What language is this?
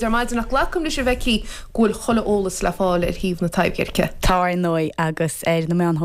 Irish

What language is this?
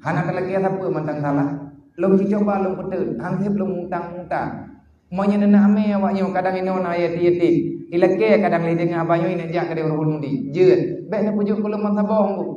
Achinese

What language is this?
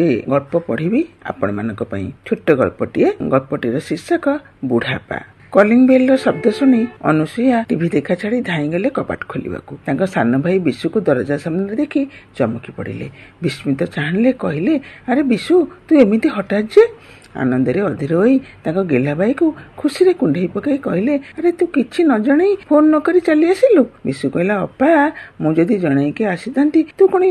Odia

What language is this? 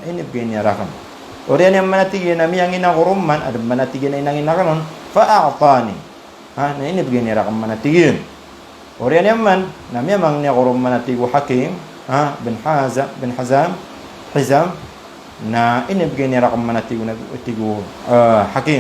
Maranao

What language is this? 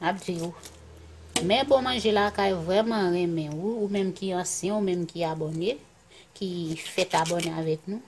Haitian Creole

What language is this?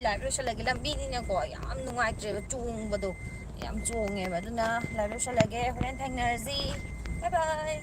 Manipuri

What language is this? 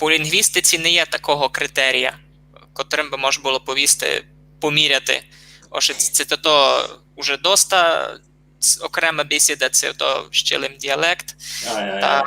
Rusyn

